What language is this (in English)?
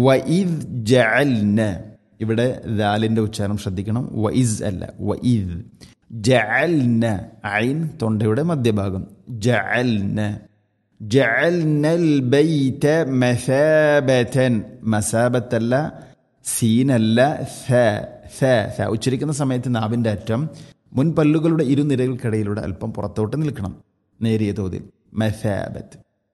Malayalam